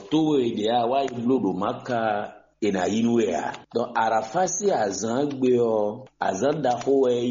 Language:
Fon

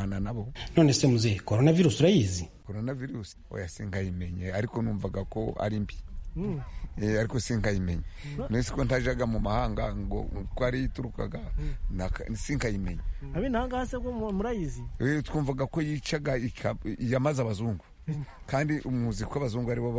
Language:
Kinyarwanda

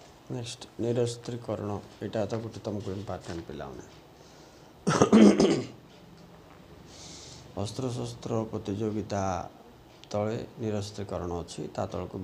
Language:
Odia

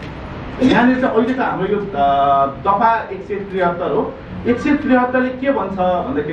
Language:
Nepali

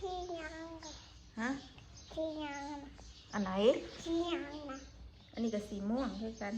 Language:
Northeastern Thai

